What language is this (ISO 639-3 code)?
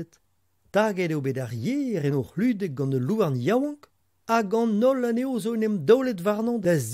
bre